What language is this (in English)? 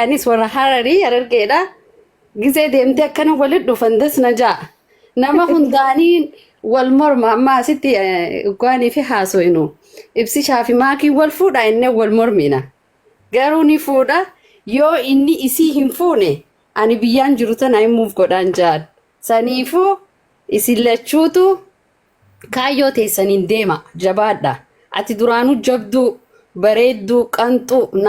Oromo